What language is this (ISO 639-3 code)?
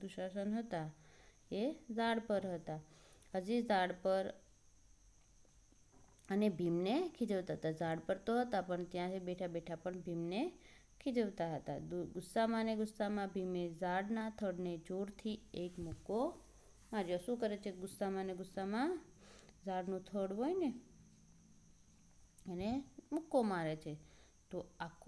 guj